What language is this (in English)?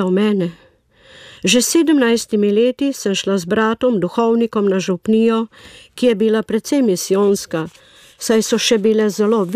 Slovenian